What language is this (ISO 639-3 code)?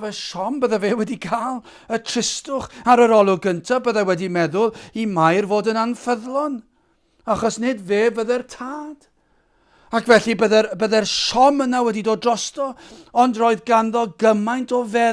cym